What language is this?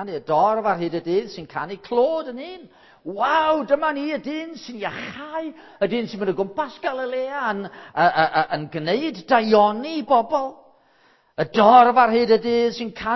Welsh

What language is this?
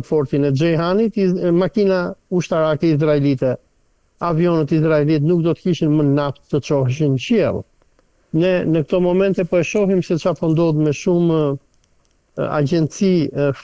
Albanian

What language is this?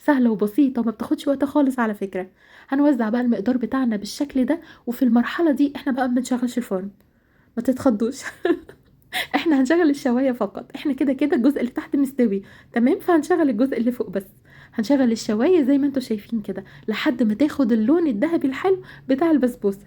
Egyptian Arabic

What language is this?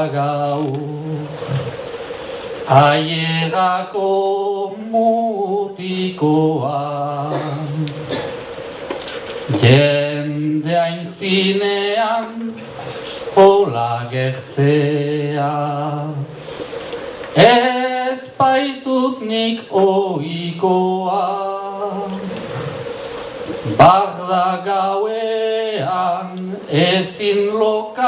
Basque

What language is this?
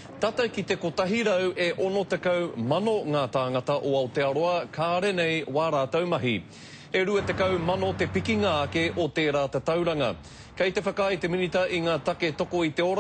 Māori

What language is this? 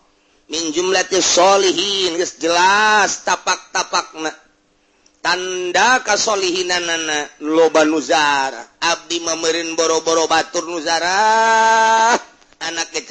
Sundanese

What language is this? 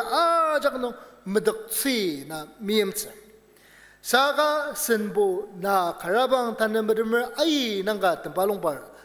Ao Naga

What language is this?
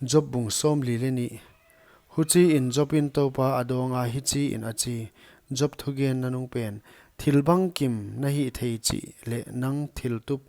Paite Chin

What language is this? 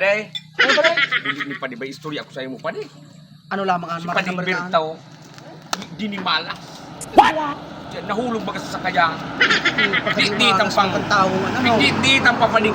Bikol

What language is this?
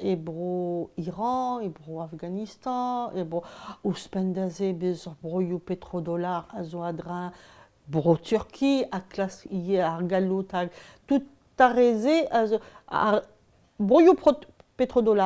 Breton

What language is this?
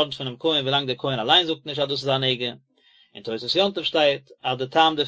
Yiddish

